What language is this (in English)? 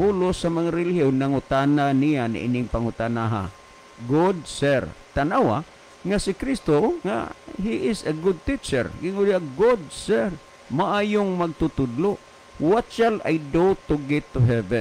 Cebuano